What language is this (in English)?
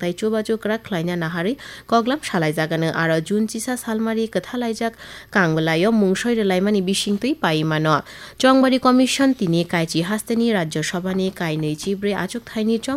Kok Borok